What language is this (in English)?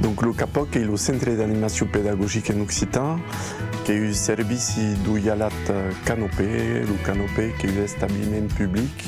Occitan